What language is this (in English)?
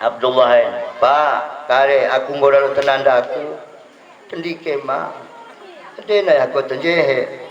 Batak Dairi